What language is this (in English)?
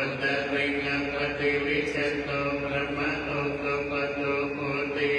Pali